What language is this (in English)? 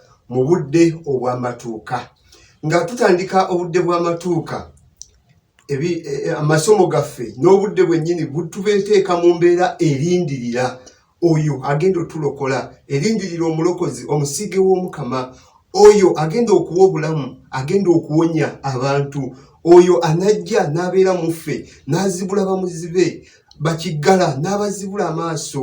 Ganda